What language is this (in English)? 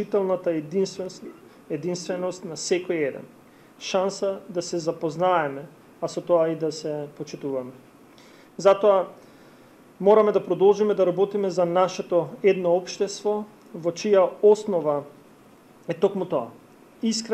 Macedonian